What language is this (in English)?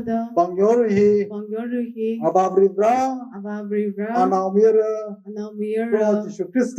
Tangkhul Naga (India)